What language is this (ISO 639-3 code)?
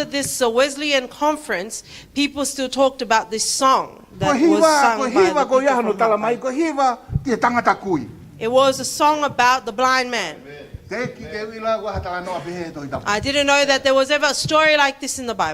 ton